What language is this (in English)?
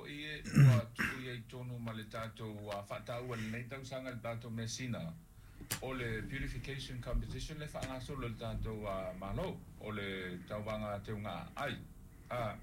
Samoan